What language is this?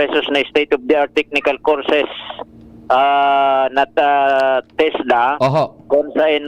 Bikol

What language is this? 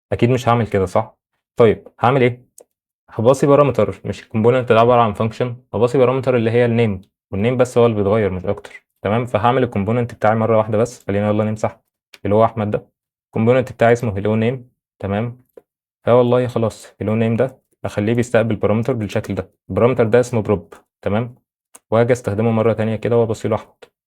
Egyptian Arabic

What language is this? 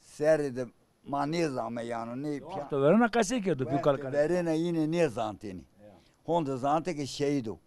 Zaza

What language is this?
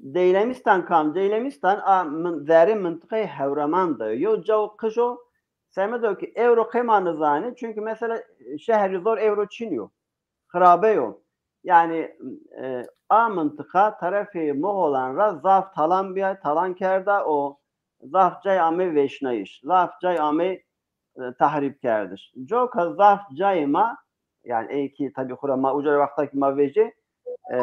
Zaza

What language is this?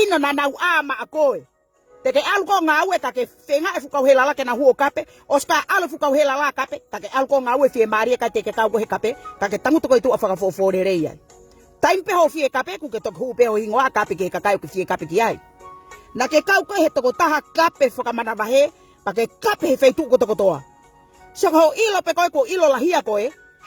Tongan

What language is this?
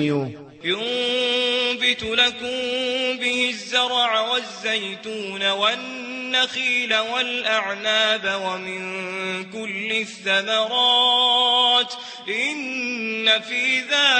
Maranao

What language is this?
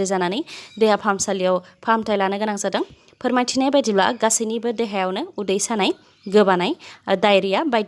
Bodo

